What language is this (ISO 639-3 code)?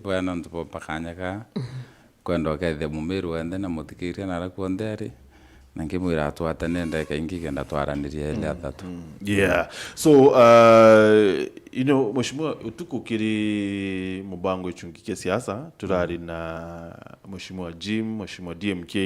mer